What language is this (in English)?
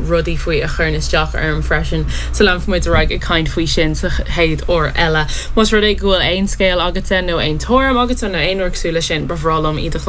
Irish